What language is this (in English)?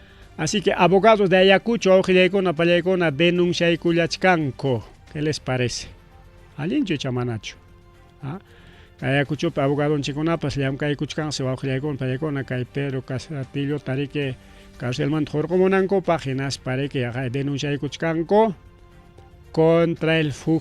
Ayacucho Quechua